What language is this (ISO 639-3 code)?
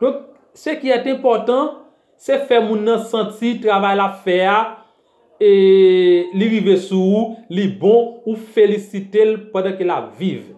hat